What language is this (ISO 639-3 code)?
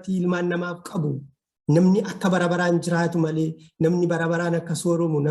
orm